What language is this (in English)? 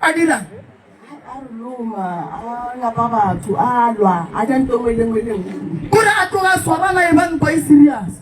Northern Sotho